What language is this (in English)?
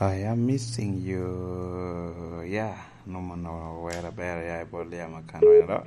Lango (Uganda)